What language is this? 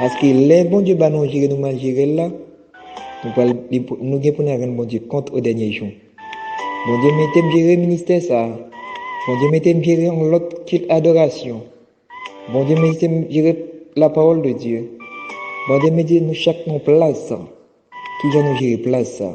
Haitian Creole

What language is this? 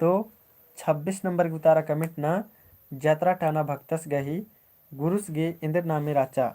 Kurukh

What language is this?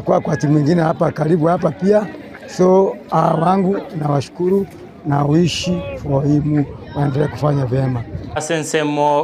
Gusii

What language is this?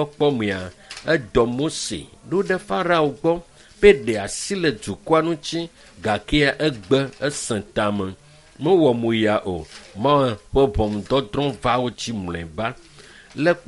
Ewe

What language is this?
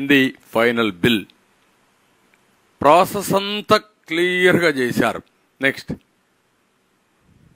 Telugu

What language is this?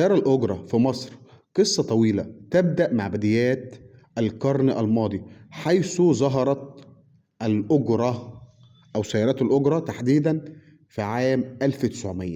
Egyptian Arabic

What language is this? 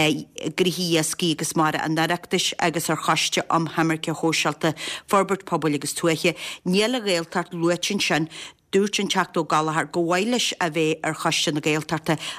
Irish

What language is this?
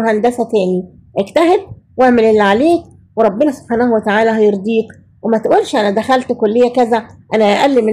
Egyptian Arabic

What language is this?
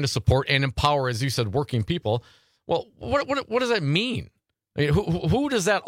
English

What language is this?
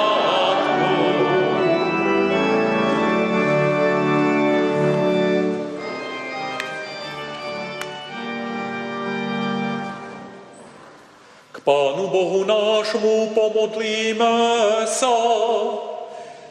Slovak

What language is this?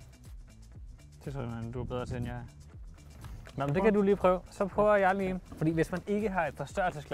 Danish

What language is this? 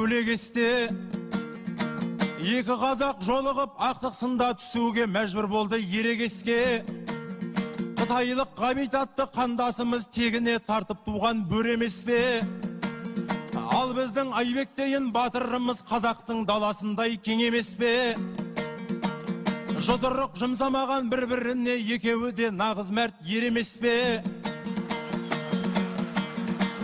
Kazakh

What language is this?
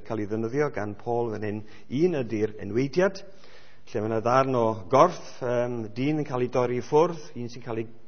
Welsh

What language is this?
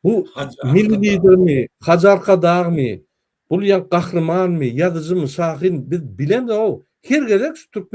Turkmen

